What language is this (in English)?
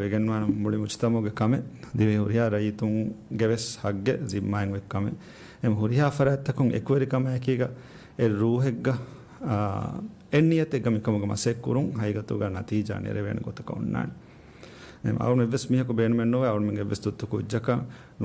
Divehi